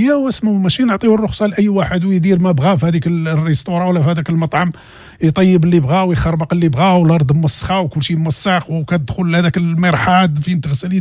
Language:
Moroccan Arabic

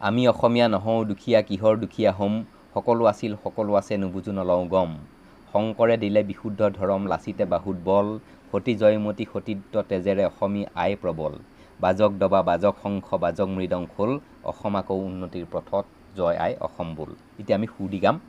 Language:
Assamese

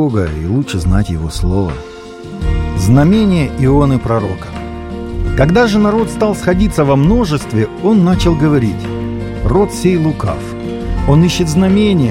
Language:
Russian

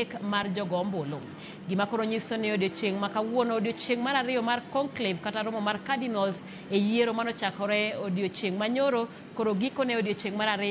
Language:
Luo (Kenya and Tanzania)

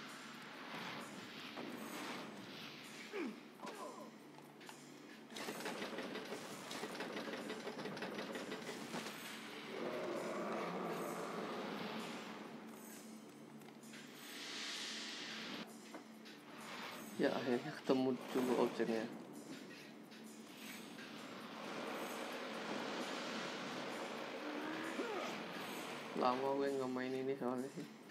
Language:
Indonesian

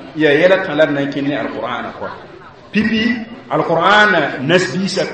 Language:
Mossi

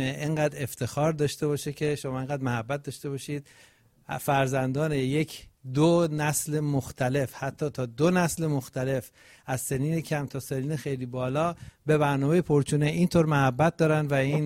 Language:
Persian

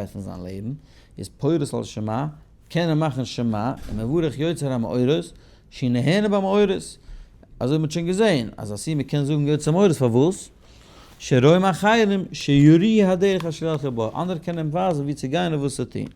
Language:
Yiddish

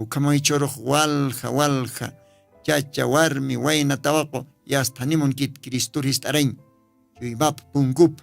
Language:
Aymara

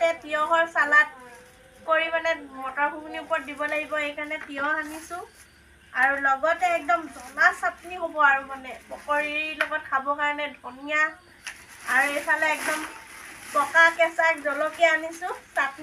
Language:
Assamese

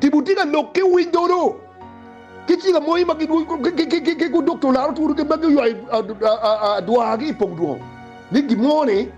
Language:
Acoli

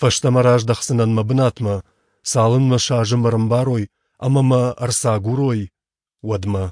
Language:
Ossetic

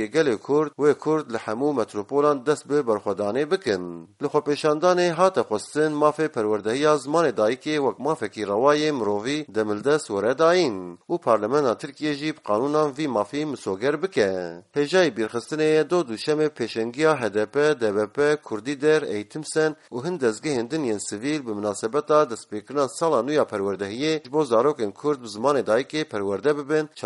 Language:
Kurdish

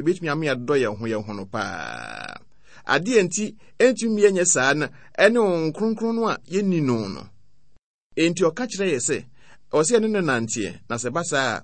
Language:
Akan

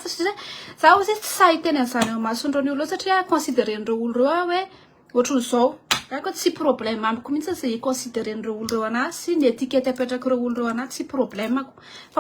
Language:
Malagasy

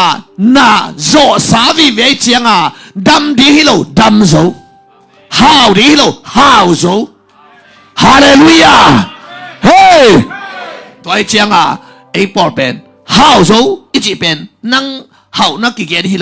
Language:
Tedim Chin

